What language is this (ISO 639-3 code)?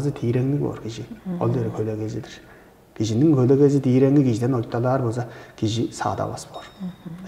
tyv